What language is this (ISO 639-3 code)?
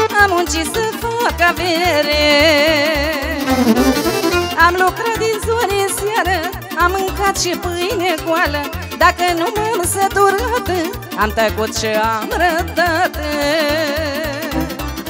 ron